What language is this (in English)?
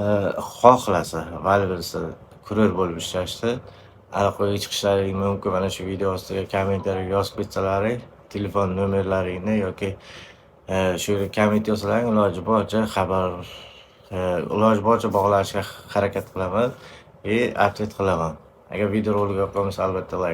Uzbek